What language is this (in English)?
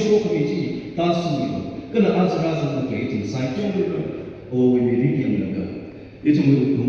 Tangkhul Naga (India)